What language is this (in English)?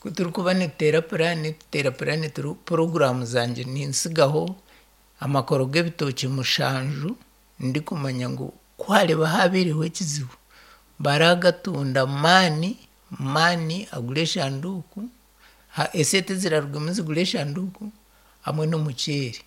Nyankole